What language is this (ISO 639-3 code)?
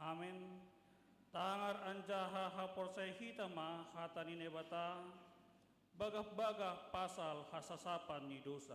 bts